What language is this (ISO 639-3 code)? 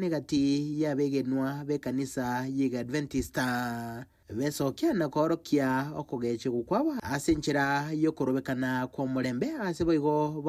guz